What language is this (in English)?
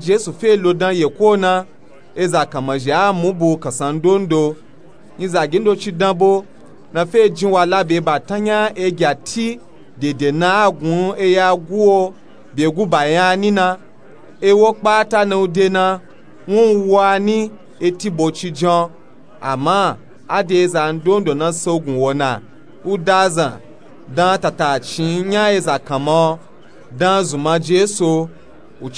Nupe-Nupe-Tako